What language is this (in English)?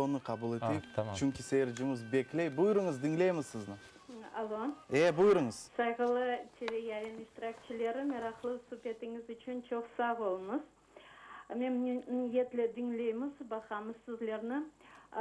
Crimean Tatar